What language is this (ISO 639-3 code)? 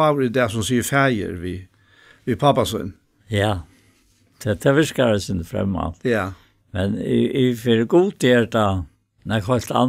fao